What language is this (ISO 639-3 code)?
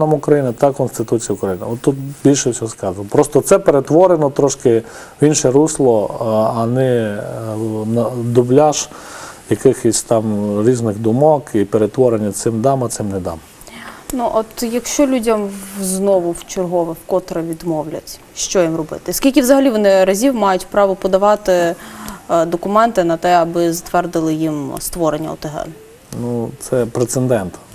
ukr